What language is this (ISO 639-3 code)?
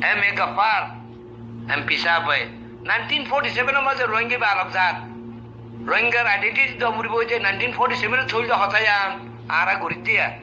rhg